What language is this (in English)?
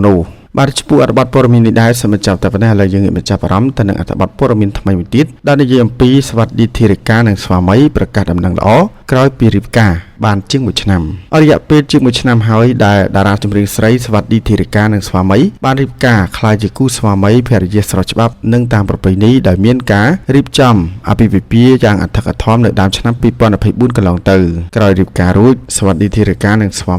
Khmer